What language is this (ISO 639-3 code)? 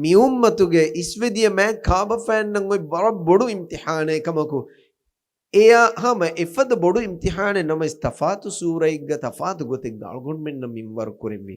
div